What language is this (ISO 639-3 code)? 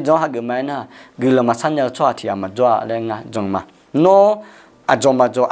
ahk